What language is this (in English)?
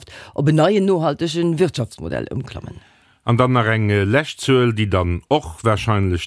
Luxembourgish